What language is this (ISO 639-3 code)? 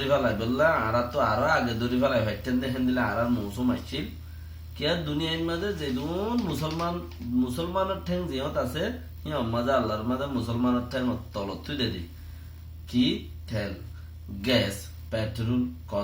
rhg